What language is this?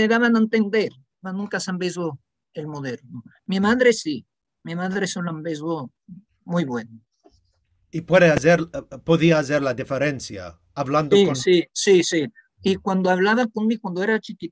Ladino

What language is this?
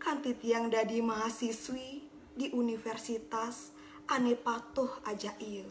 Balinese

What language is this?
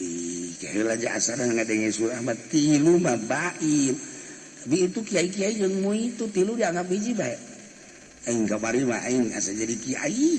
Sundanese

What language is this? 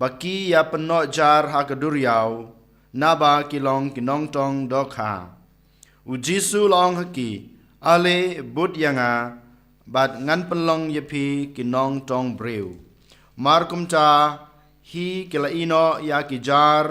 Khasi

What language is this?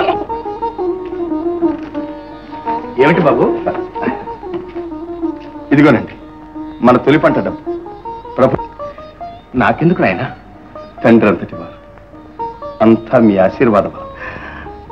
Telugu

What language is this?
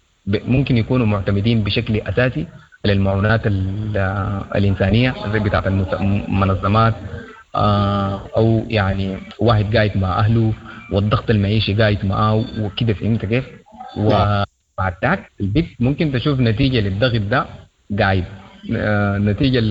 Sudanese Arabic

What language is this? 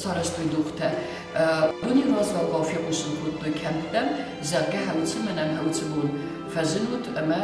Ossetic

